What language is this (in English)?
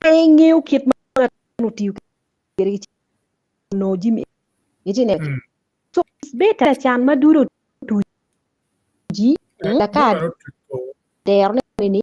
Acoli